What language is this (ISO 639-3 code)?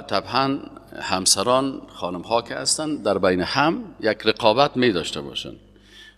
fas